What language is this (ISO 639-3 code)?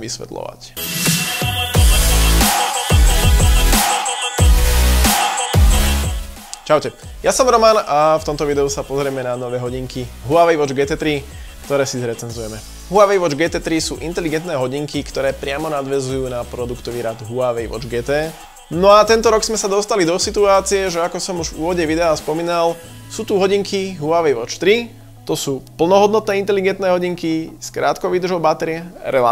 slk